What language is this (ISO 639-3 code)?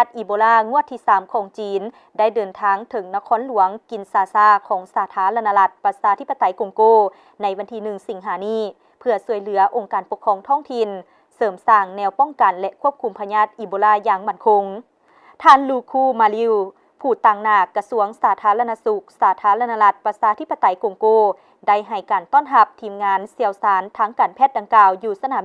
lao